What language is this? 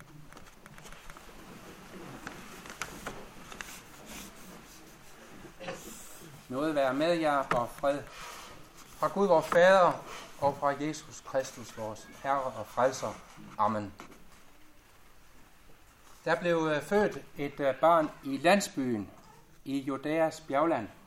Danish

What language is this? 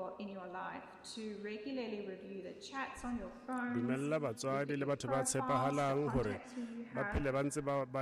Tswana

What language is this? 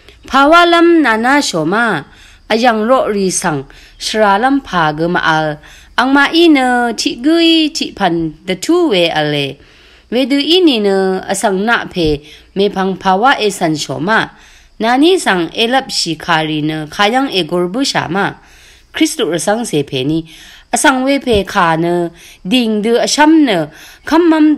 Rawang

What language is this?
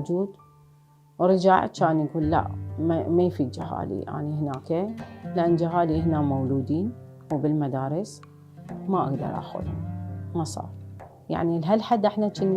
Mesopotamian Arabic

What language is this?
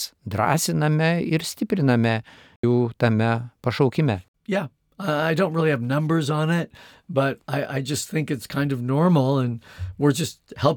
Lithuanian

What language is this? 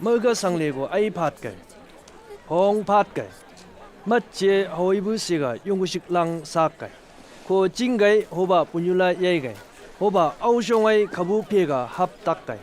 Chang Naga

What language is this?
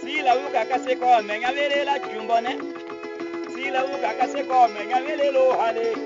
Tetela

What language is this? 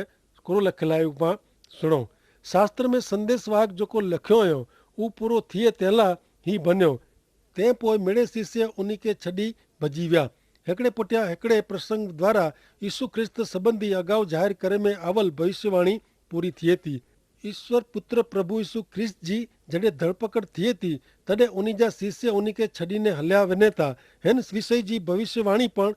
Kachhi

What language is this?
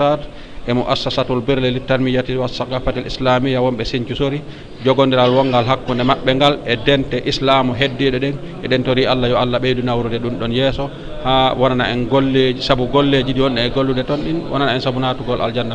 Fula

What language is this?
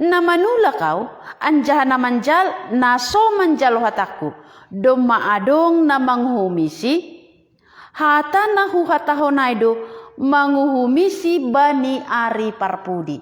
Batak Simalungun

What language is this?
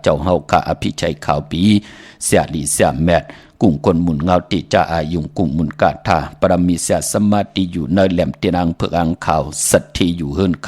Shan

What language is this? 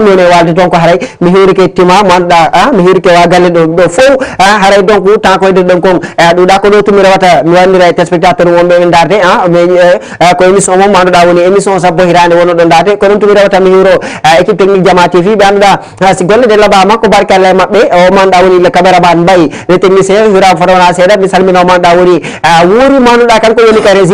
Fula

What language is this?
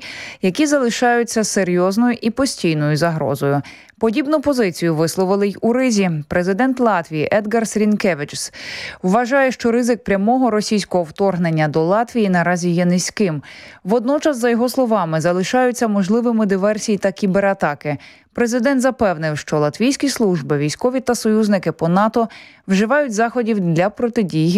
Ukrainian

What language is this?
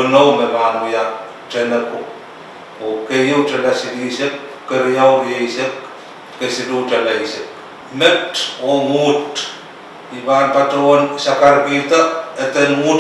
Pohnpeian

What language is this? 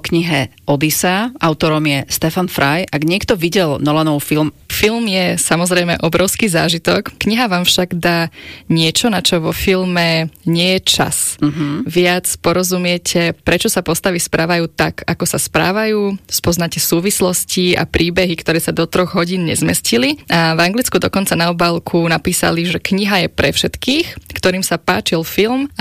Slovak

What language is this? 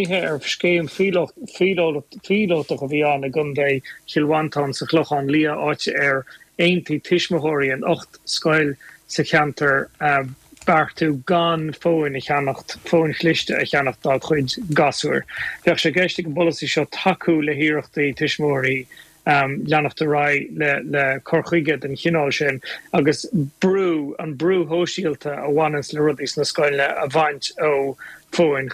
Irish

